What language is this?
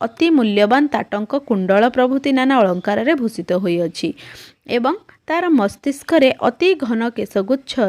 Odia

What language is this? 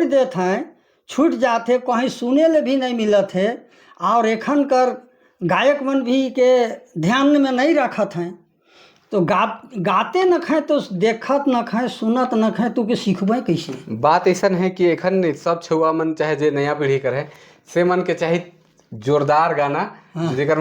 Sadri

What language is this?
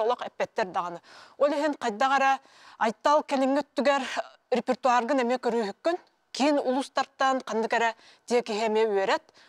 Yakut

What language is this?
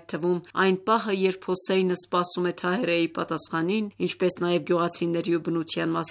Armenian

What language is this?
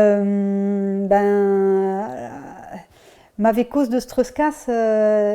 Breton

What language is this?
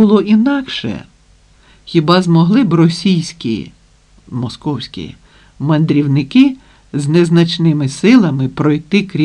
Ukrainian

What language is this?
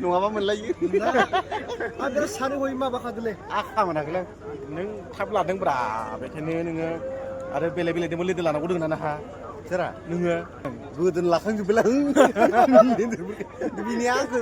Bodo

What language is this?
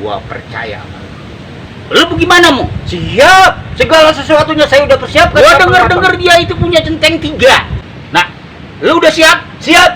Betawi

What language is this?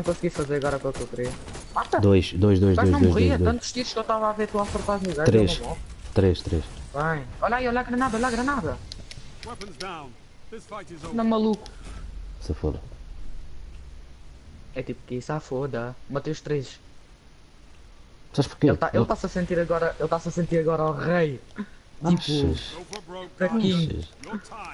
Portuguese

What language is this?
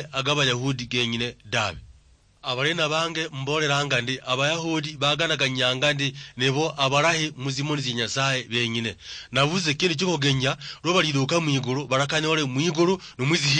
Luyia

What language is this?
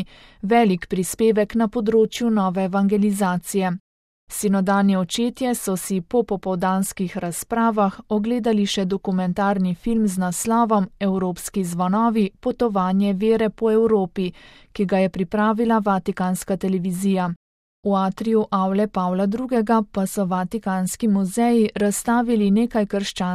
Slovenian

